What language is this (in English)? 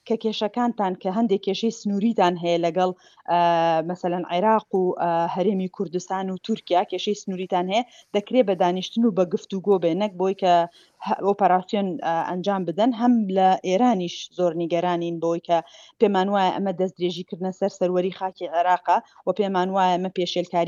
Central Kurdish